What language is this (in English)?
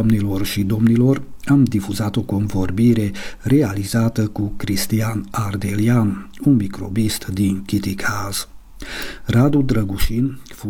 Romanian